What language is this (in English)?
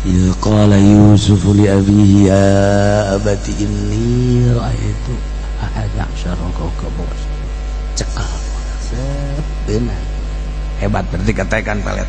Sundanese